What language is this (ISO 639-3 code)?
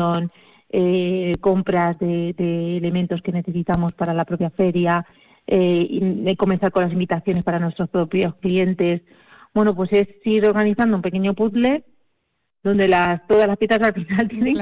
spa